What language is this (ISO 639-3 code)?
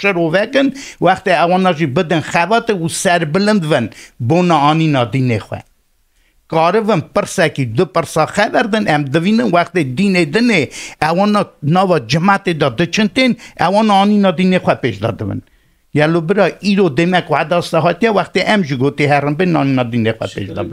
kur